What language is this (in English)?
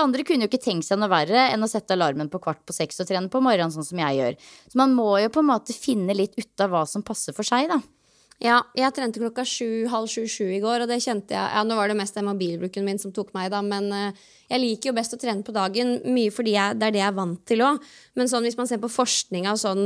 Norwegian